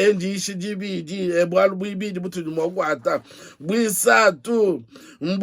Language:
Luba-Lulua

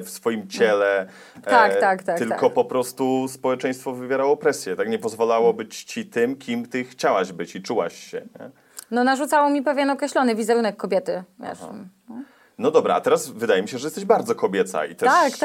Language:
Polish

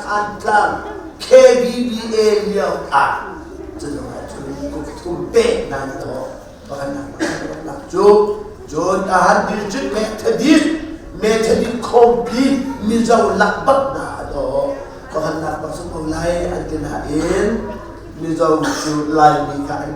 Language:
Hakha Chin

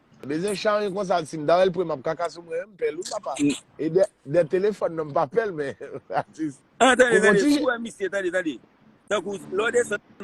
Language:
Haitian Creole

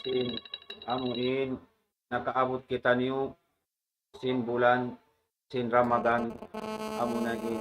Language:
Tausug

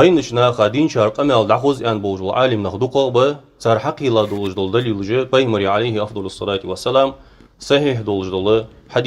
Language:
Ingush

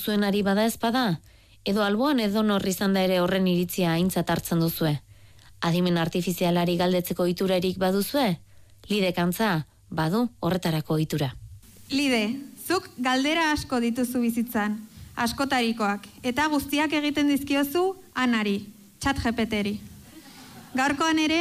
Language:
Basque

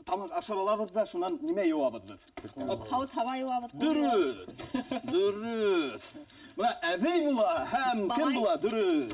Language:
Bashkir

